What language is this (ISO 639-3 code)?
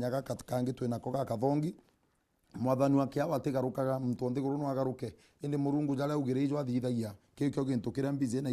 mer